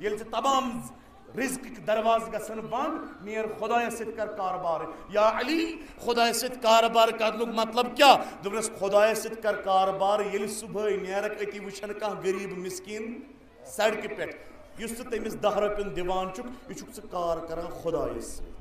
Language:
Kashmiri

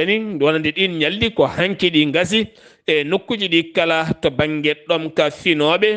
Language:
Fula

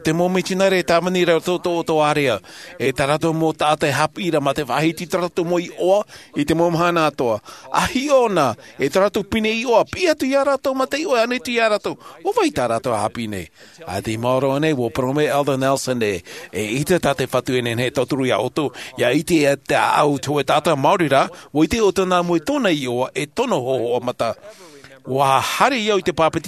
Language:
Tahitian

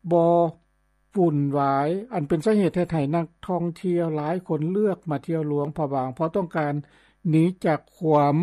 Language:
Lao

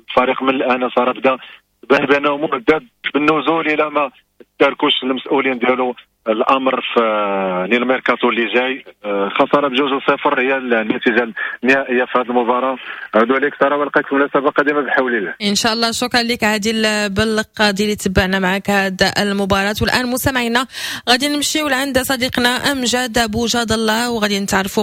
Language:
Moroccan Arabic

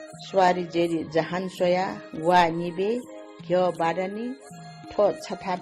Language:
Newari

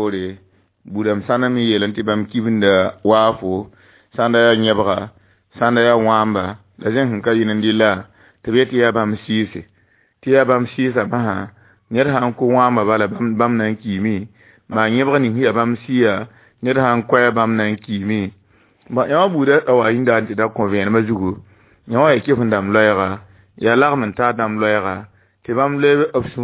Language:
Mossi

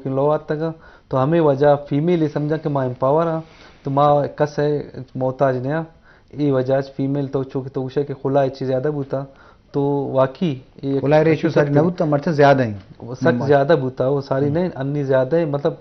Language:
Eastern Balochi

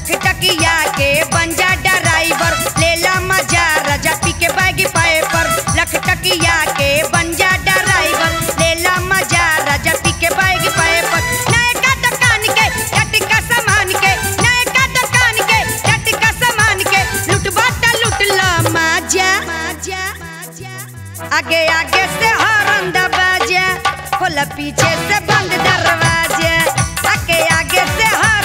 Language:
Bhojpuri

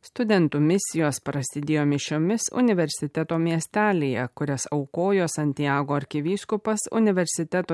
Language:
Lithuanian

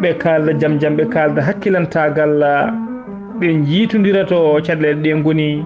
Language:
Fula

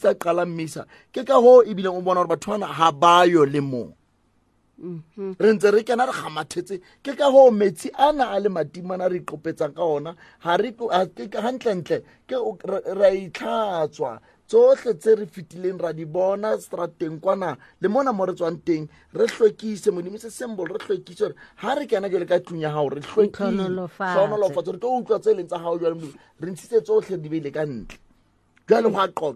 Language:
Southern Sotho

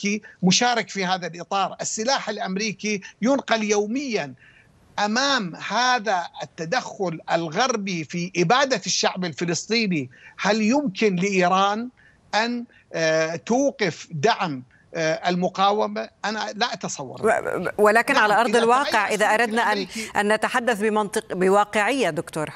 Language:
Arabic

